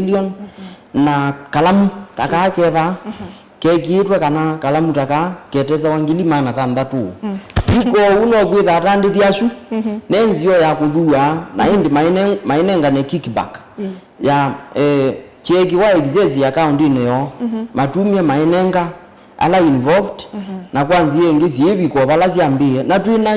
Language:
Kamba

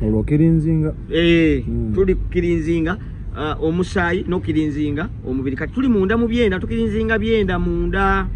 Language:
Ganda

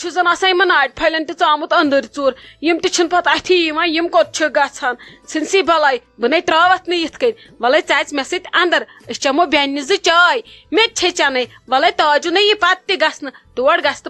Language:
Kashmiri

